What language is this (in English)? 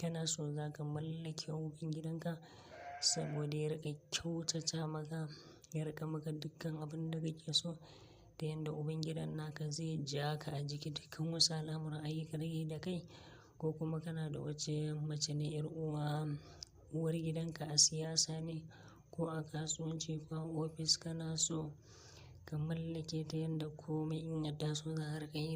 Hausa